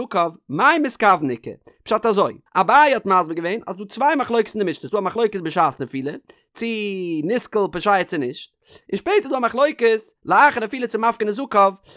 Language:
Yiddish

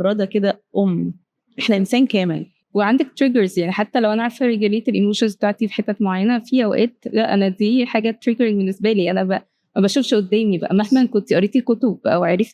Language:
Egyptian Arabic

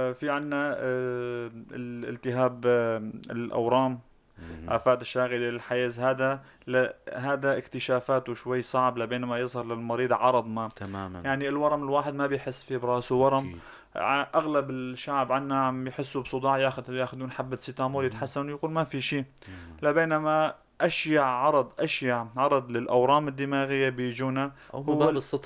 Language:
North Levantine Arabic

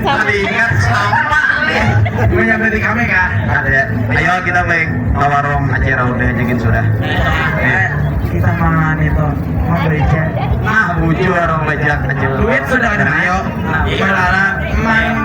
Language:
Banjar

